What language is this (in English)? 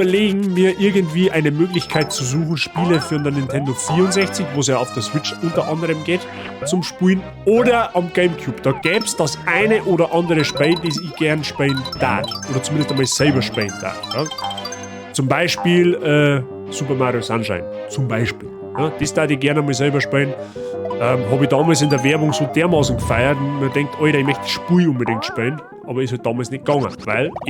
Bavarian